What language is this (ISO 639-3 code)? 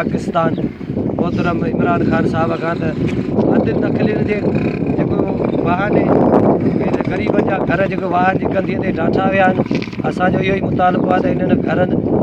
snd